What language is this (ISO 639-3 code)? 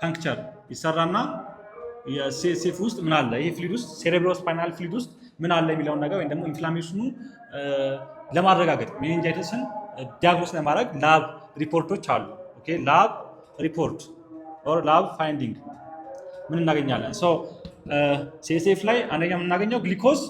amh